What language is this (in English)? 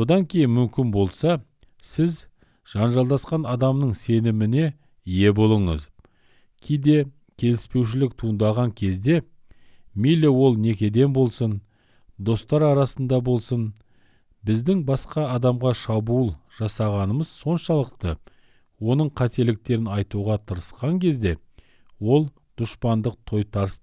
Kazakh